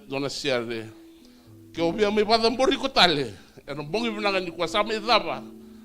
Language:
Fijian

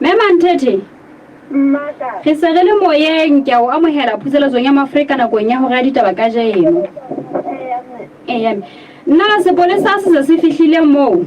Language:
Southern Sotho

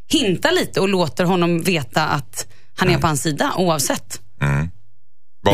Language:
Swedish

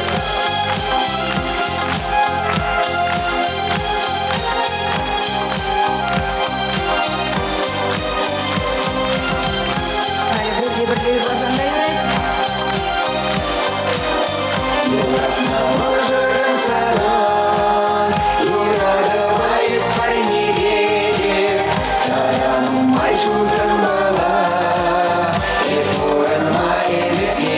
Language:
Chuvash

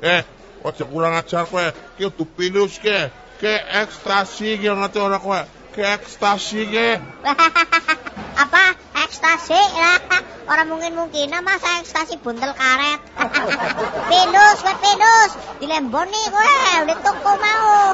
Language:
Javanese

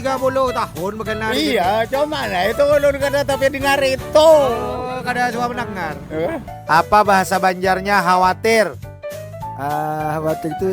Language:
Banjar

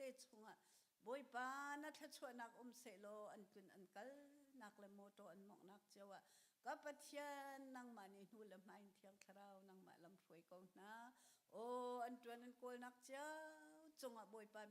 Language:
Hakha Chin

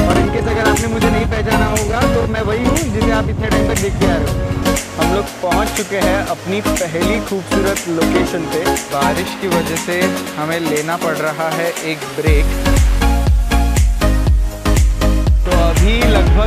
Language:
Hindi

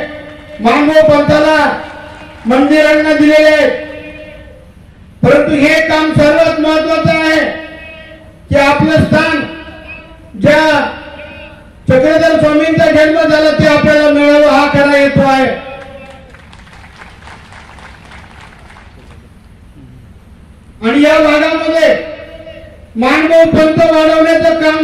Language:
Marathi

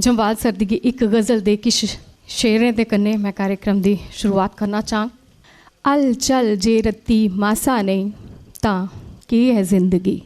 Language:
Dogri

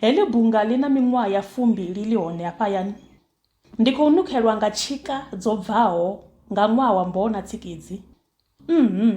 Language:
Venda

